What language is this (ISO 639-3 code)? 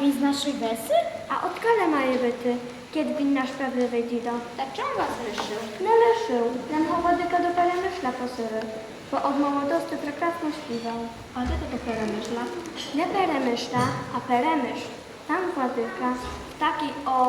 rue